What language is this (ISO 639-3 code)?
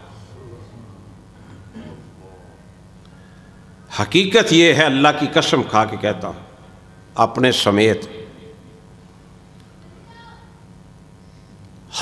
urd